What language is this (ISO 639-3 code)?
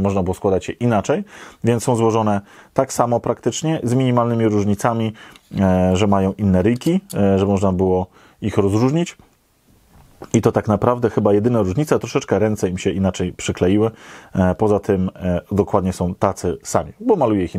pol